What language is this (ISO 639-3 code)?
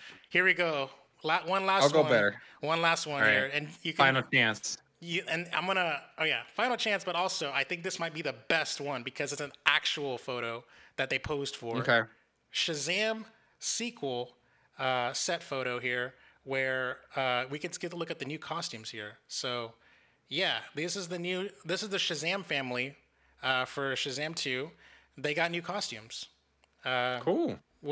eng